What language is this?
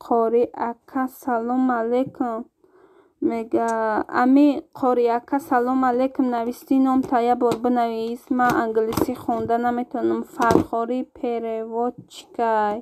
Tajik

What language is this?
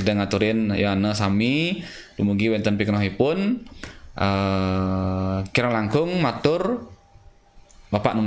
Balinese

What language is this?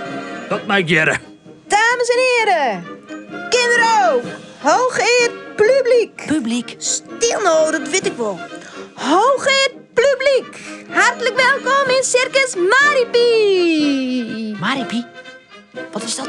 Western Frisian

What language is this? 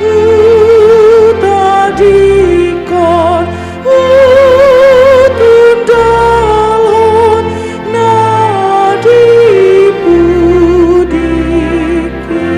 Batak Toba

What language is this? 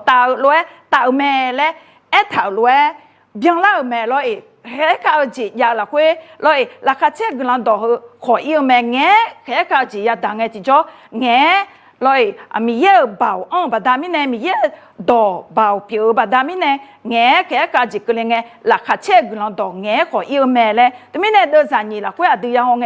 Akha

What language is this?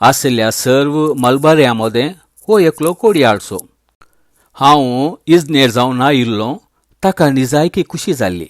Konkani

